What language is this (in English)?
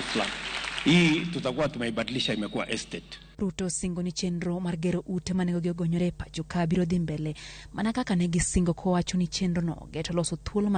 Luo (Kenya and Tanzania)